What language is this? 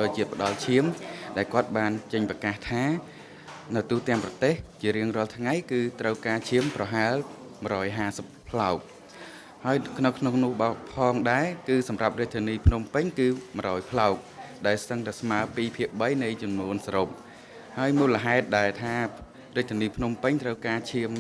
Khmer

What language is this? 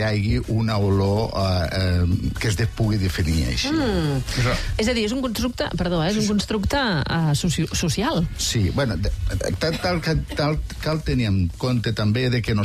Catalan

